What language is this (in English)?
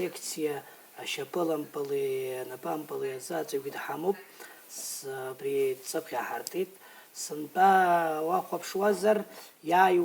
Abkhazian